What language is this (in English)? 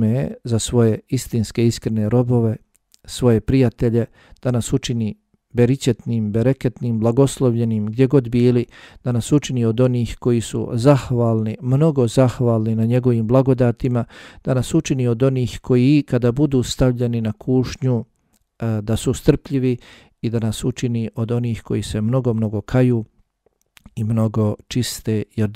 Bosnian